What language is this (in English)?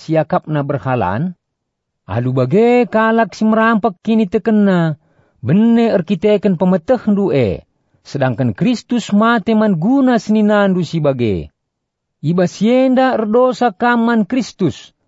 Batak Karo